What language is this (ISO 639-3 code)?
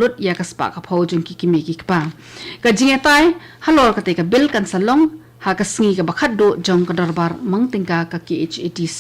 kha